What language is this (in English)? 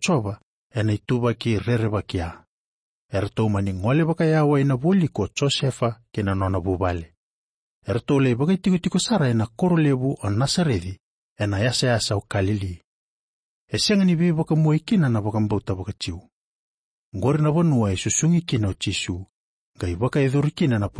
Fijian